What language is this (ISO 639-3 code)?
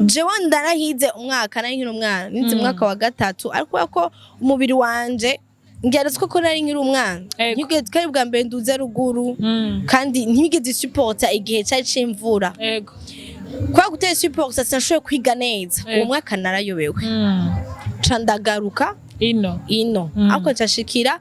run